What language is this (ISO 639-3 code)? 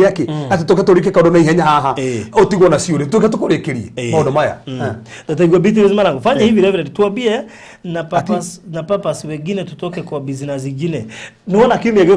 kik